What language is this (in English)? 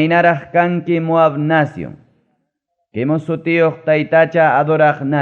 Ayacucho Quechua